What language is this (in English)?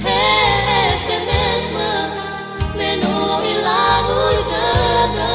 Nias